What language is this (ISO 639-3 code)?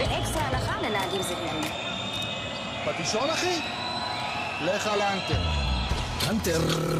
heb